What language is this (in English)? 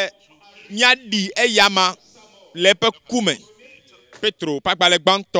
Ewe